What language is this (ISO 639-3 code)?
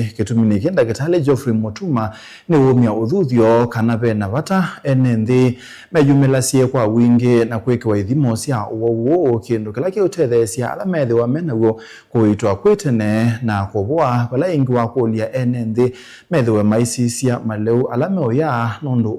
kam